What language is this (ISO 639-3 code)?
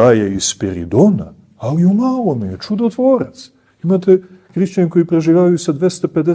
bos